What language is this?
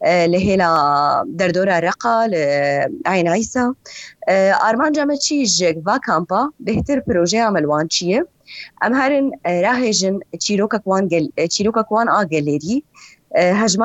Kurdish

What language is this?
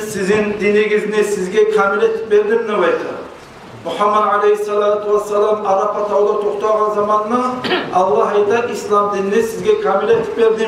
Kumyk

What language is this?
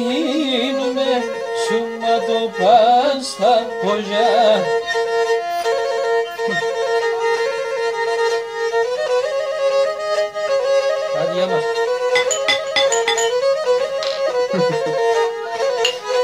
Greek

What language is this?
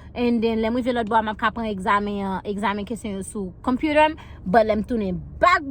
Haitian Creole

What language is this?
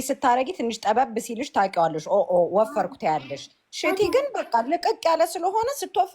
Amharic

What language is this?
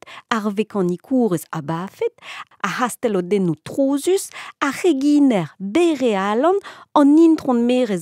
Breton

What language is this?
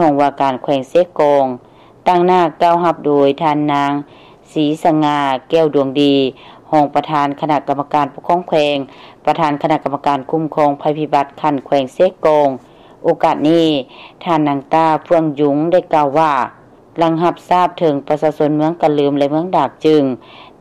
Lao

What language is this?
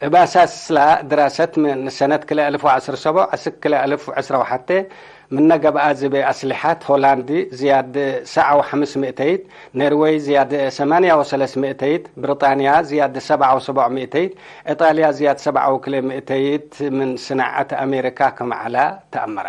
Tigre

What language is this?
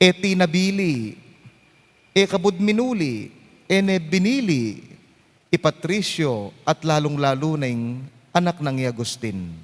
Pampanga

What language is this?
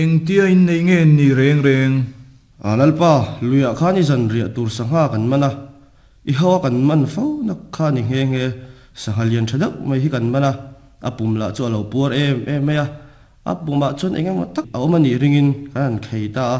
Mizo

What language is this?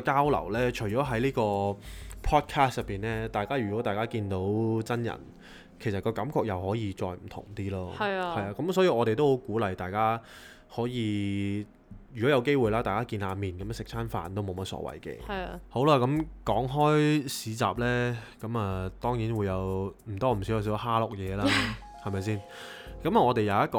Cantonese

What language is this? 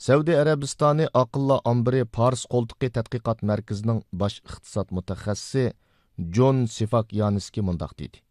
Uyghur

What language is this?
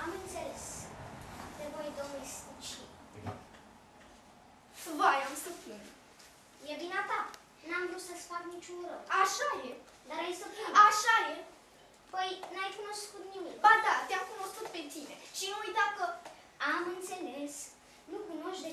Romanian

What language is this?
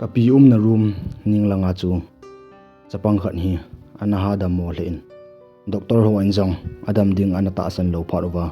Thado Chin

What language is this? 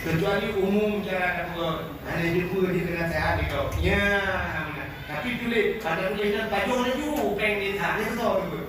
Achinese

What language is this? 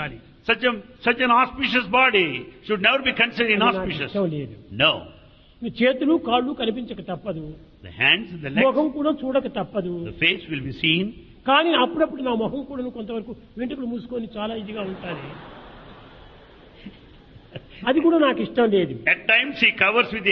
Telugu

